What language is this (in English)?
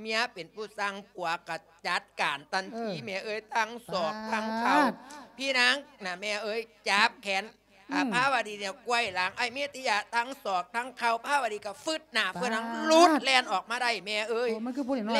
Lao